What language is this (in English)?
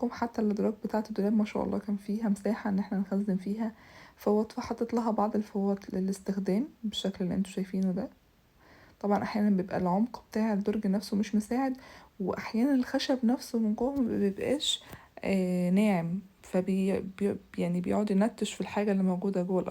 Egyptian Arabic